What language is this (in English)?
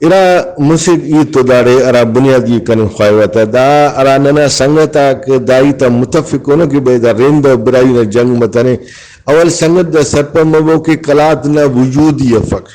Brahui